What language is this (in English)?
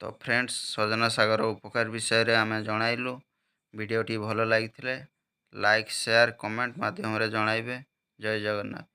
Odia